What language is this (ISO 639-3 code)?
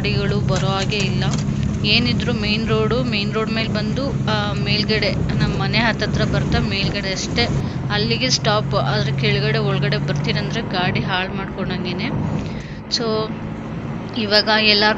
kan